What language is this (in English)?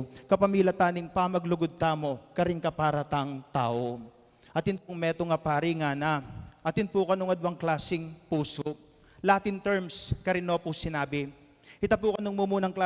Pampanga